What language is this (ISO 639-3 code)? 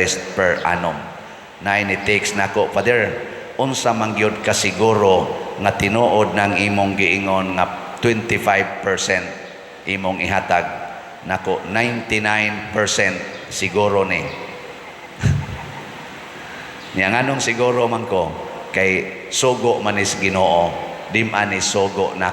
ceb